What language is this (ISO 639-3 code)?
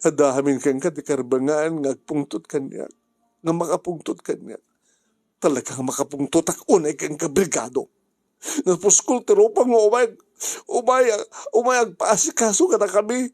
ilo